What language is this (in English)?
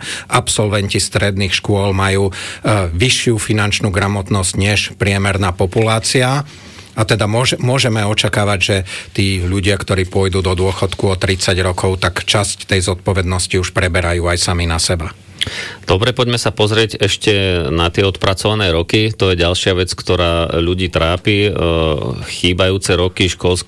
Slovak